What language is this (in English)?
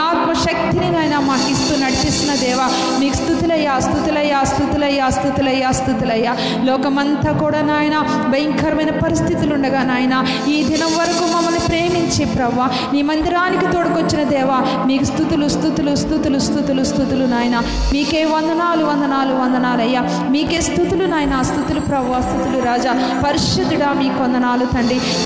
Telugu